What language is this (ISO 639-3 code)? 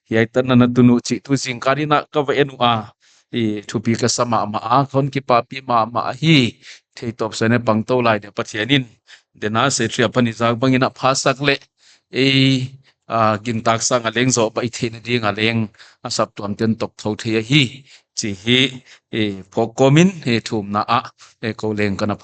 pck